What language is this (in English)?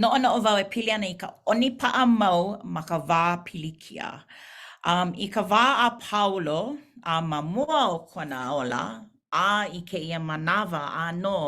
Hawaiian